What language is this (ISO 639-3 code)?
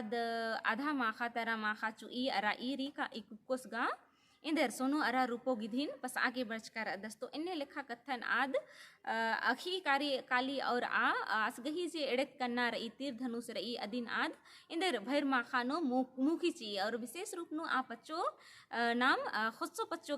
kru